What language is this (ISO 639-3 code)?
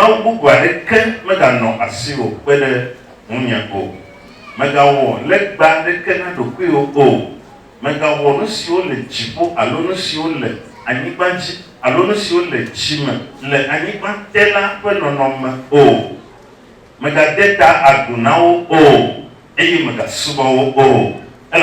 ewe